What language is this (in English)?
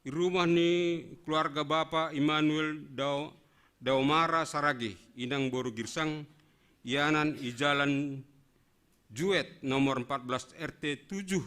Batak Simalungun